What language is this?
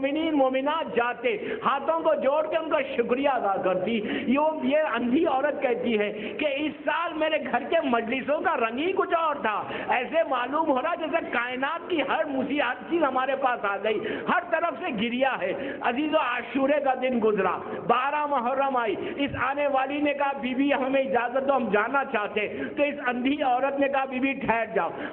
Urdu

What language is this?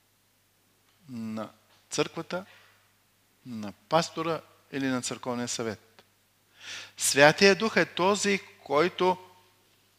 Bulgarian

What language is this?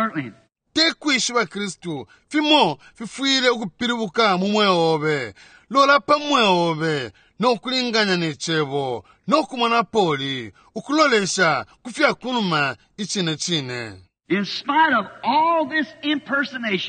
Bemba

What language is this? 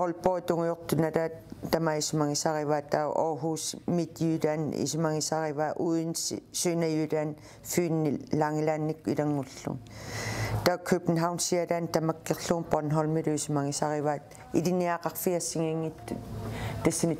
Kalaallisut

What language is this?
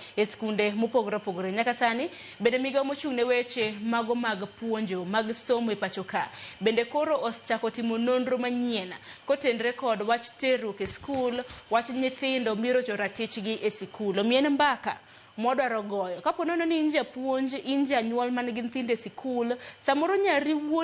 Luo (Kenya and Tanzania)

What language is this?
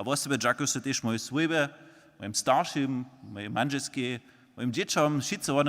Upper Sorbian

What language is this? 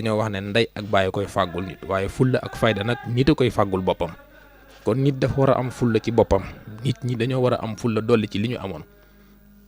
Wolof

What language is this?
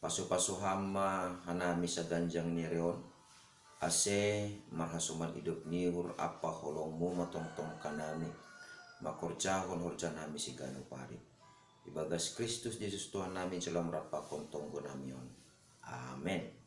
Batak Simalungun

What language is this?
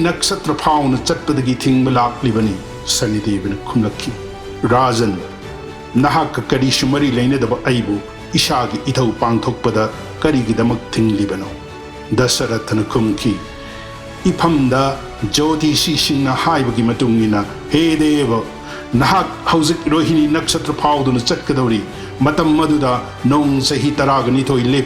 Manipuri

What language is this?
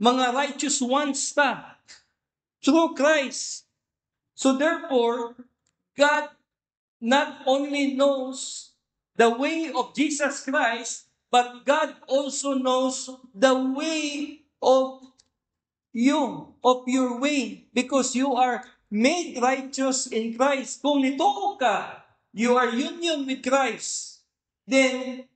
Cebuano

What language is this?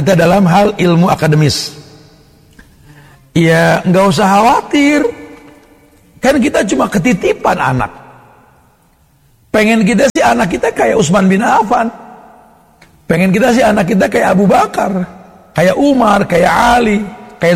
Indonesian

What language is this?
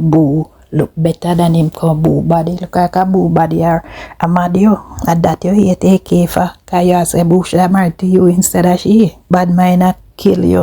Jamaican Creole English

